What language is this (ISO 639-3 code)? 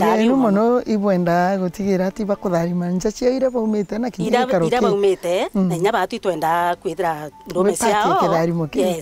mer